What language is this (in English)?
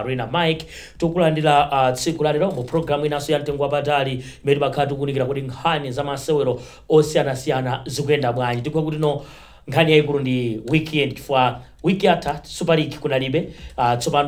Nyanja